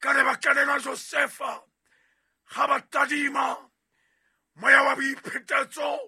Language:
Southern Sotho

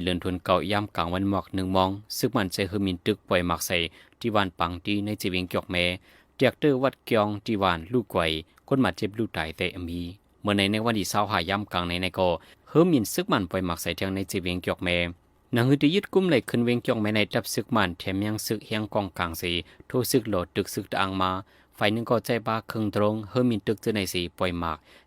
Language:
Shan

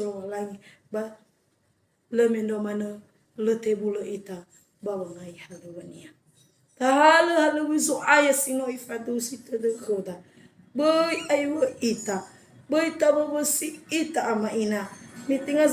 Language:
Nias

